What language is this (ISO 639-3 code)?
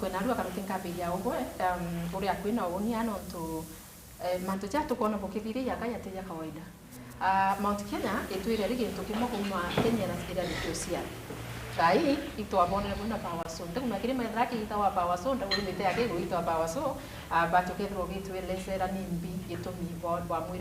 mer